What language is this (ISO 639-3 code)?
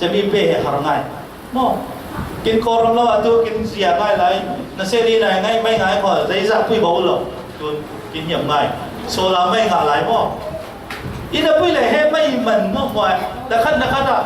cfm